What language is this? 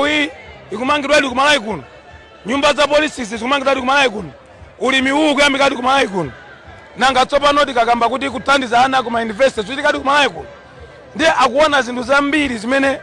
Nyanja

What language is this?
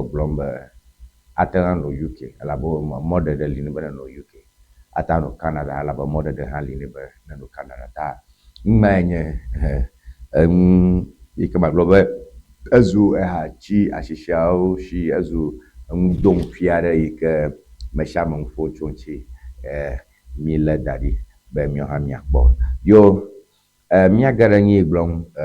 Ewe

